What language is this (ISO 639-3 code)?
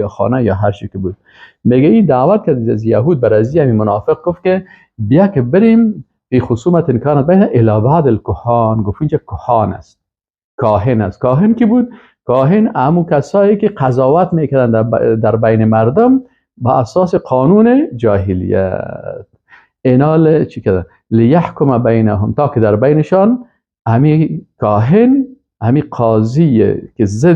fas